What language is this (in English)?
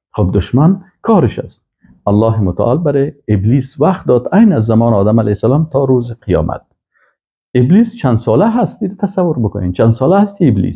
Persian